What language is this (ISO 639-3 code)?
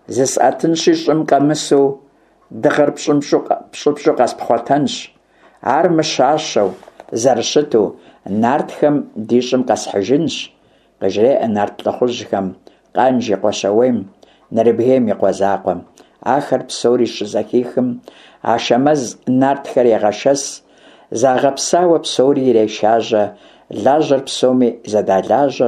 kbd